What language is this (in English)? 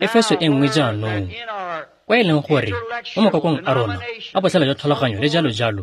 Tswana